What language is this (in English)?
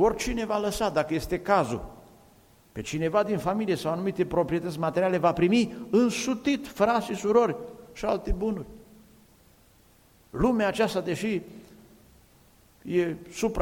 Romanian